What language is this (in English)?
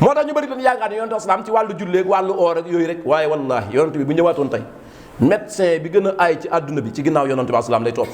Wolof